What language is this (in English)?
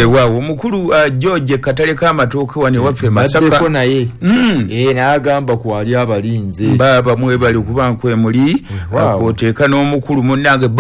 Ganda